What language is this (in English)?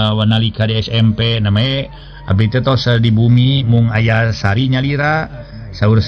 Sundanese